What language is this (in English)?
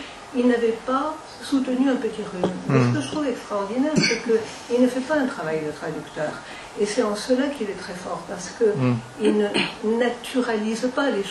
French